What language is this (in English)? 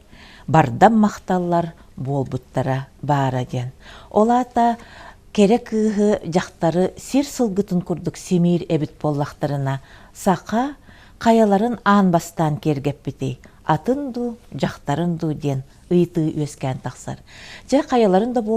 Yakut